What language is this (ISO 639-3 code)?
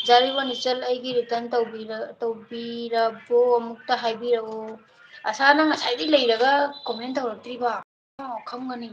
mni